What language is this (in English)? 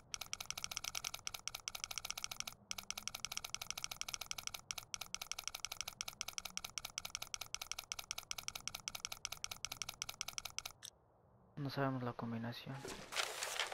Spanish